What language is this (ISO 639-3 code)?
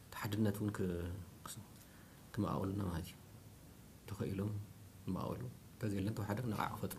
tir